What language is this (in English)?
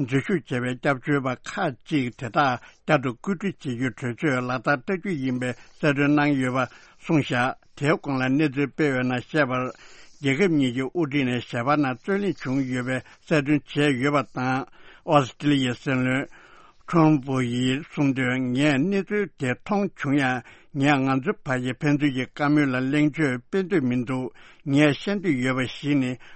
Tibetan